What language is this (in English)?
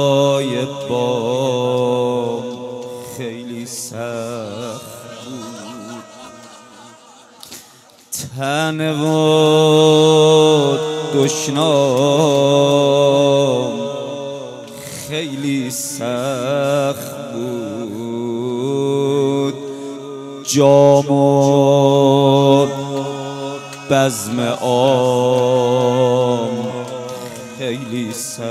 Persian